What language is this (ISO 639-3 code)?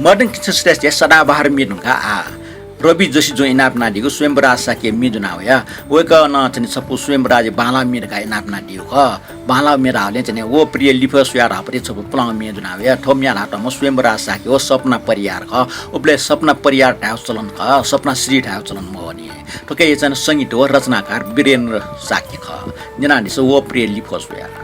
new